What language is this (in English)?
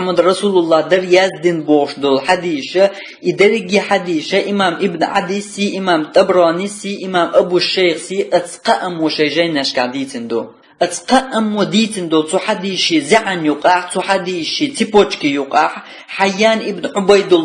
Chechen